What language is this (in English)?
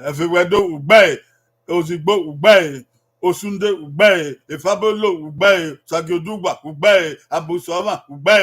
Bini